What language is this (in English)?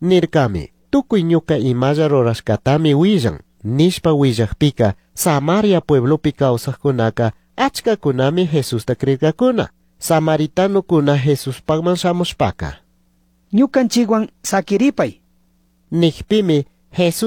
Chimborazo Highland Quichua